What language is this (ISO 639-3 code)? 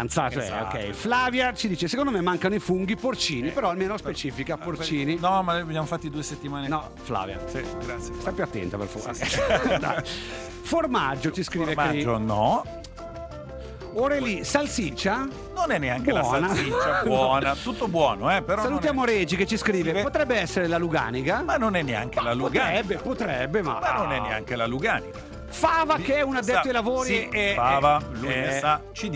ita